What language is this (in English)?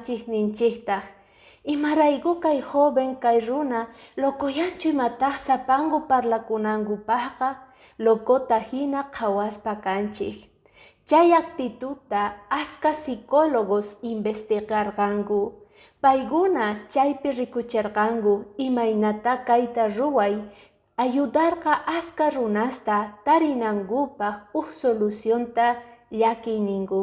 Quechua